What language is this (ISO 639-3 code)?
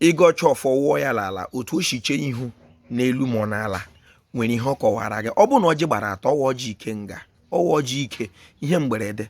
ibo